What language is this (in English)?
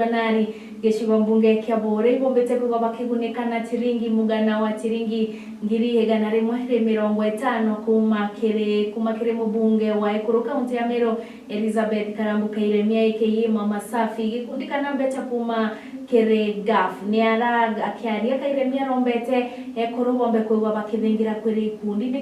Meru